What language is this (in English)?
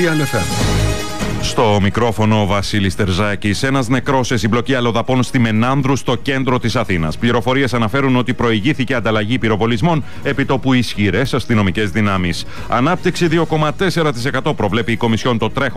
Greek